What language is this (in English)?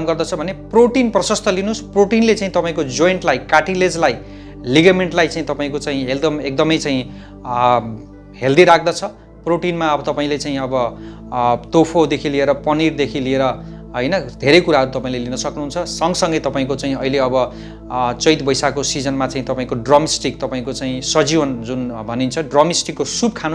Nepali